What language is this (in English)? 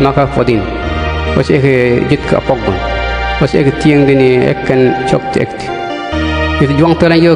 Mabaan